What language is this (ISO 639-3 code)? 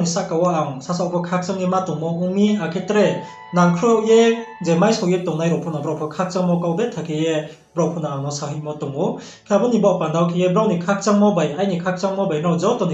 ria